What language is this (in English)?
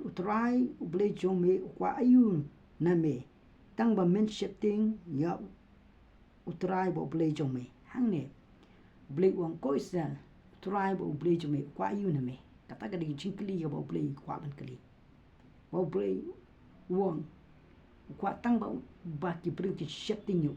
Khasi